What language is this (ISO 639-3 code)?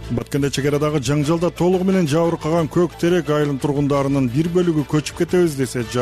kir